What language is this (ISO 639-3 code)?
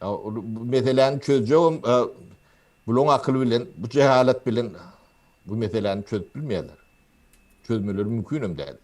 tuk